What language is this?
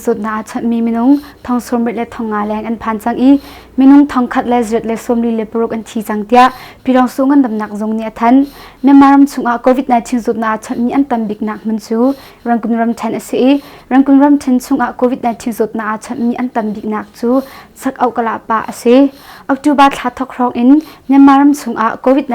Hakha Chin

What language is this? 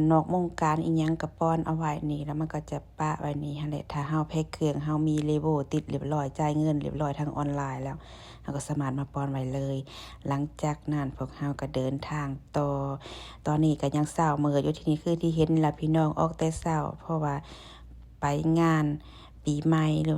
Lao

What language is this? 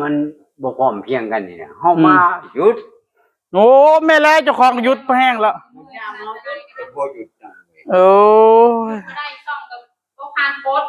Northeastern Thai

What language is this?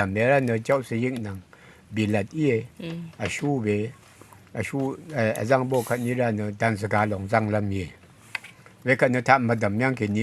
Rawang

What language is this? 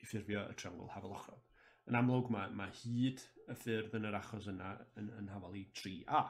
Welsh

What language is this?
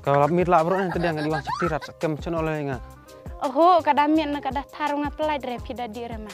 Khasi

